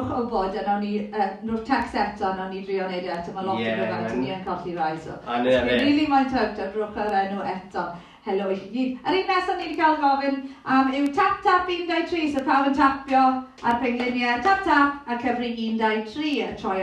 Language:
Welsh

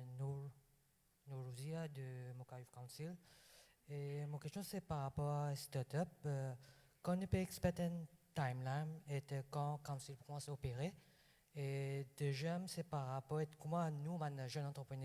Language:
Morisyen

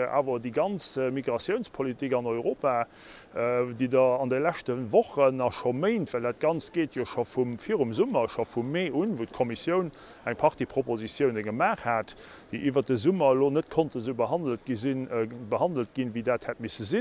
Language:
Luxembourgish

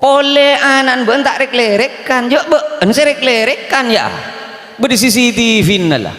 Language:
Madurese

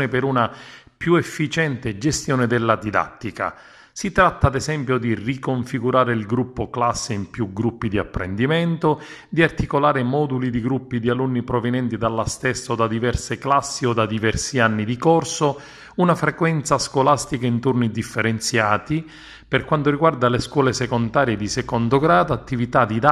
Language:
Italian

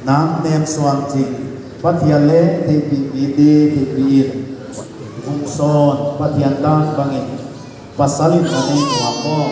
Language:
Paite Chin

